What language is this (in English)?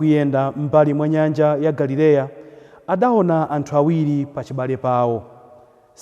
Nyanja